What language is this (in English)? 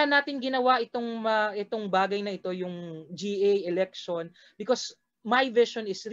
Filipino